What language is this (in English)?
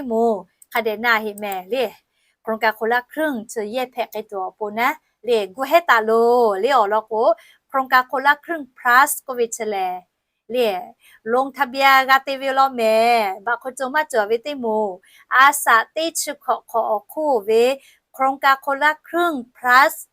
Lahu